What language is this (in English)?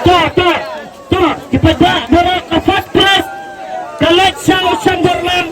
Khasi